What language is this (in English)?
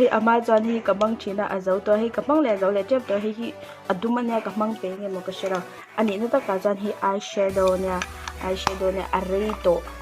Mizo